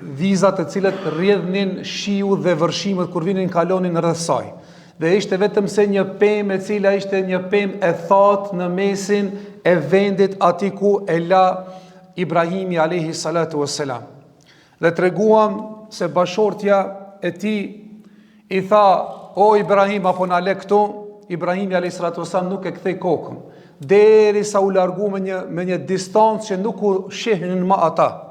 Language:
Albanian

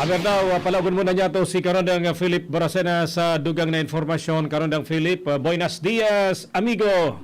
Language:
Bikol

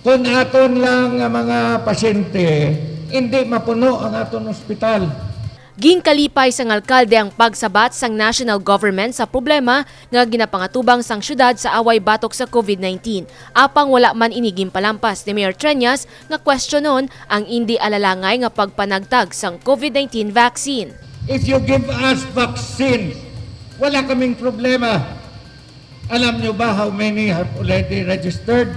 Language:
Hiligaynon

